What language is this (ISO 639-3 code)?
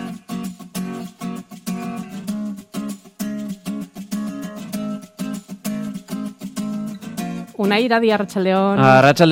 eus